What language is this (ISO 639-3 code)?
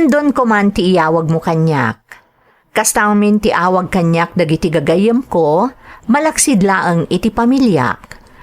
ilo